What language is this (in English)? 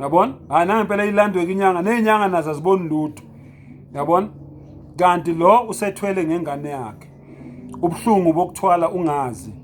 Zulu